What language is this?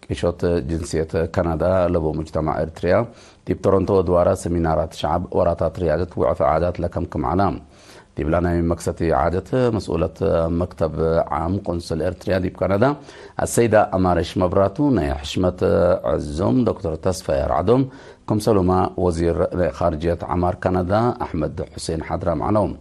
Tigre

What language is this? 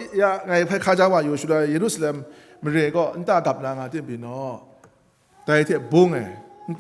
Kachin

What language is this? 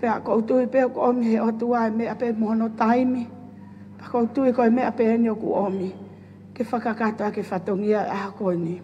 Tongan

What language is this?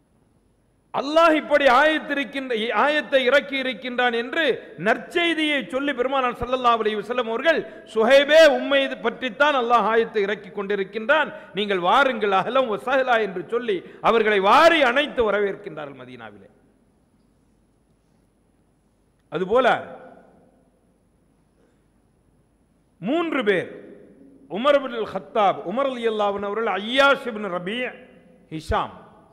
Tamil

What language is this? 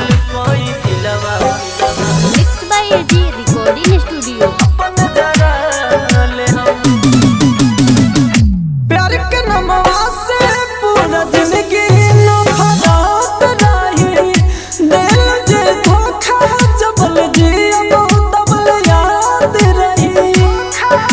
Bhojpuri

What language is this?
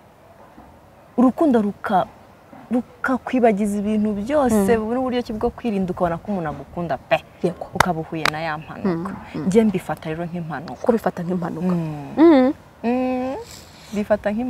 Kinyarwanda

